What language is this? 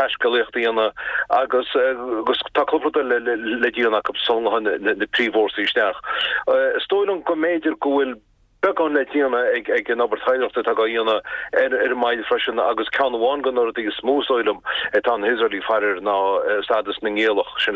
Irish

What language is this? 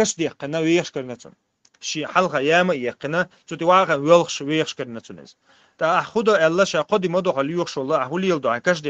Chechen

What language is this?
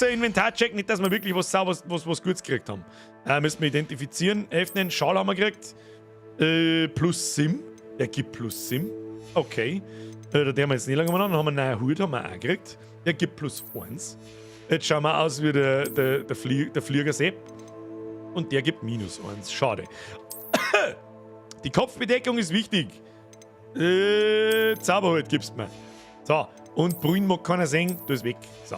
Bavarian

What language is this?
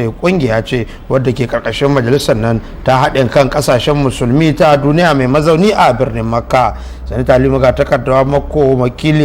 Hausa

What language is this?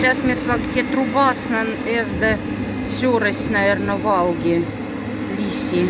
Moksha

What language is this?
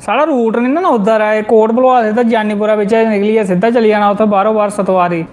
Dogri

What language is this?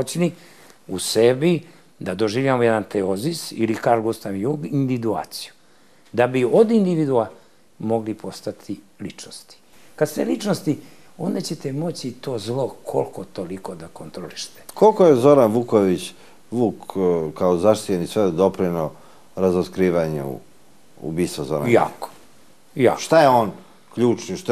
Serbian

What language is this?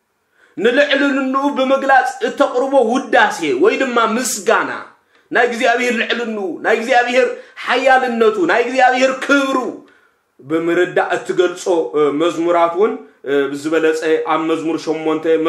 Tigrinya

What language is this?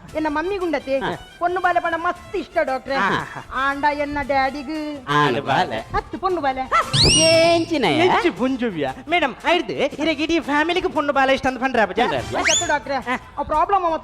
Tulu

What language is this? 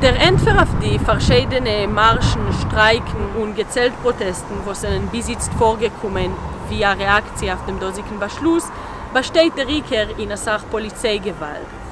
Yiddish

